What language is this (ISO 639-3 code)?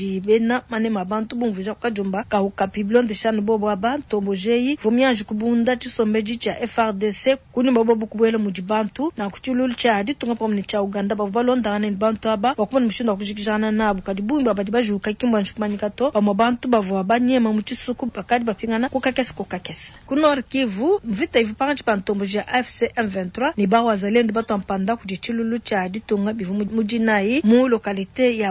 lua